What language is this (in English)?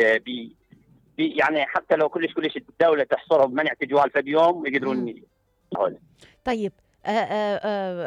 Mesopotamian Arabic